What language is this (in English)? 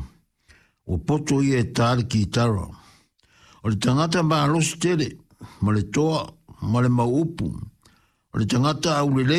Samoan